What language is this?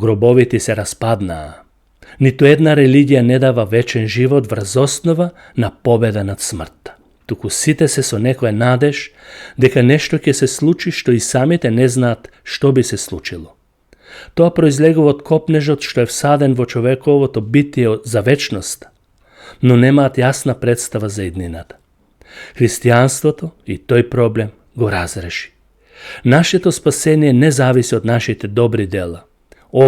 Macedonian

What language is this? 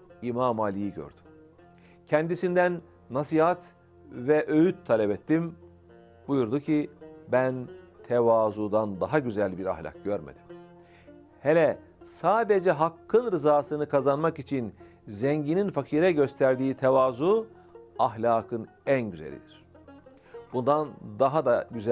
Turkish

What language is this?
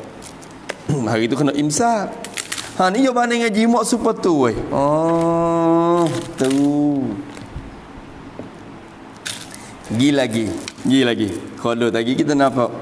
Malay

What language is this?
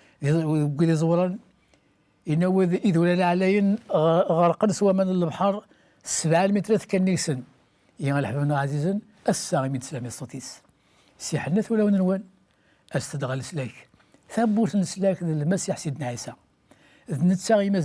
Kabyle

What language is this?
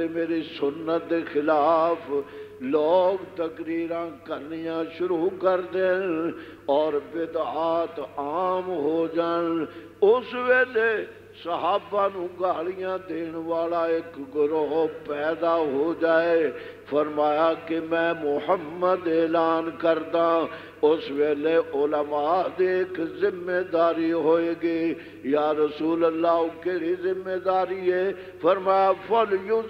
Western Panjabi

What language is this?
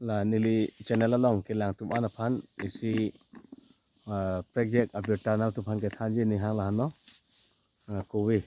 Karbi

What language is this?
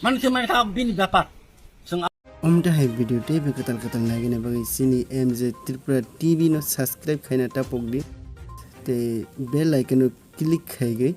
Kok Borok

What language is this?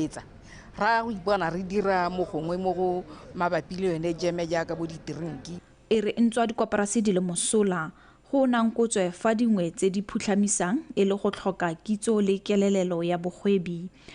Tswana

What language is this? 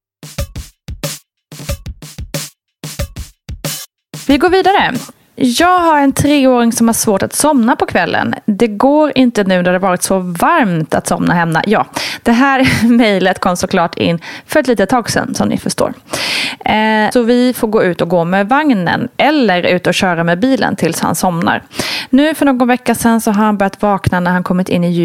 Swedish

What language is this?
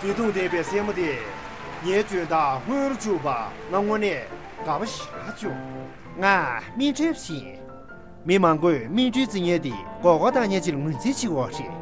Tibetan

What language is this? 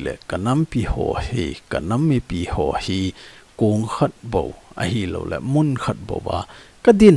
Thado Chin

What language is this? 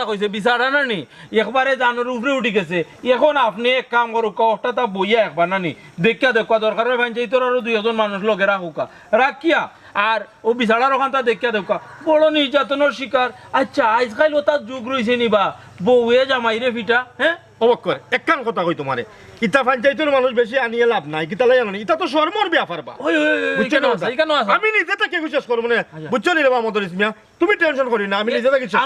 Sylheti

